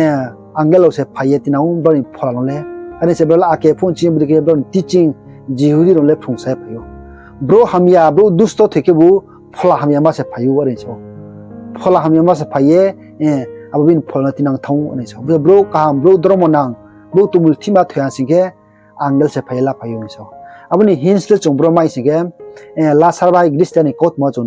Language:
Riang (India)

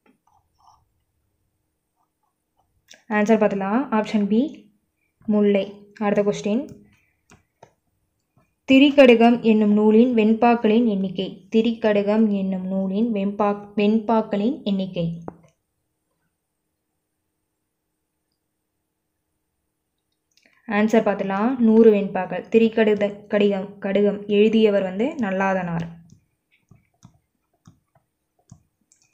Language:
Tamil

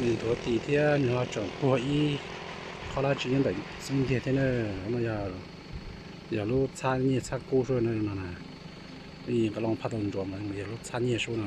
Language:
Hmong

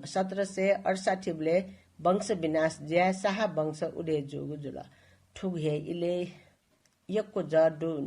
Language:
Newari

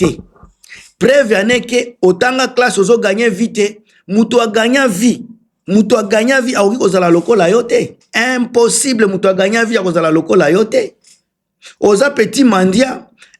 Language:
Lingala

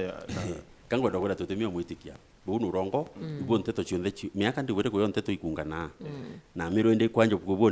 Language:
Meru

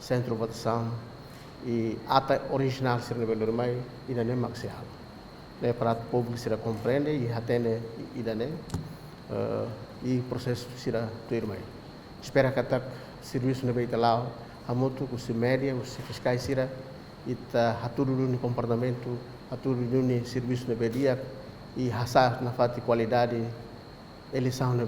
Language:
Tetum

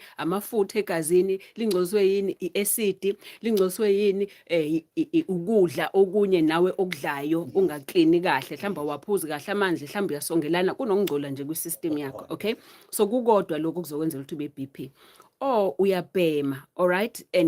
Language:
Zulu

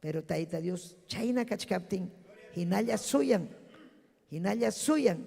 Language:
Ayacucho Quechua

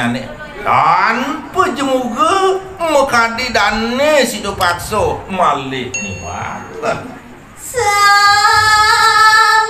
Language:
Balinese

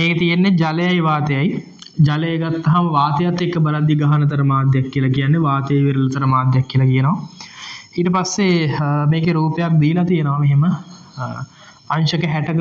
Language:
Sinhala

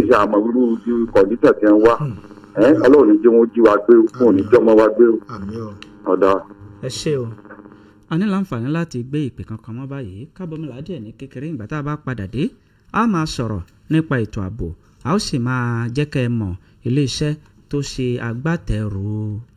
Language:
Yoruba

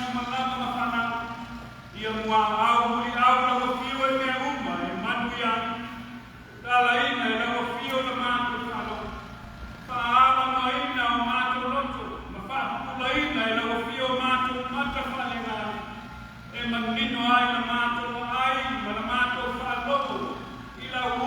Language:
Samoan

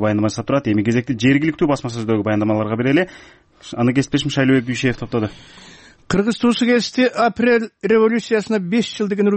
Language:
Kyrgyz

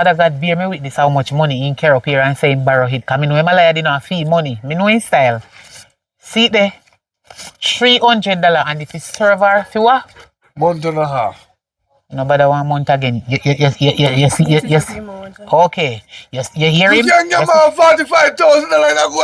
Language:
Jamaican Creole English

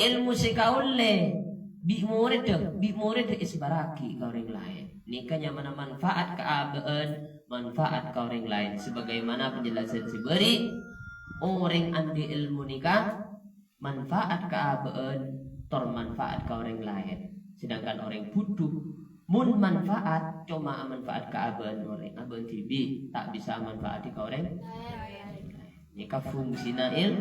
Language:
Madurese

